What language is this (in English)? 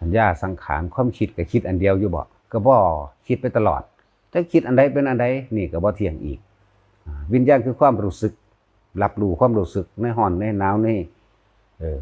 Northeastern Thai